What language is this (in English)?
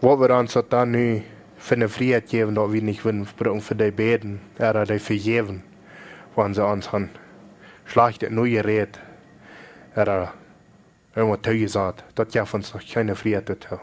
Plautdietsch